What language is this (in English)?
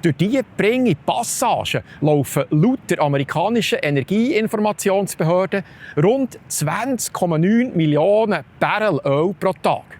Swiss German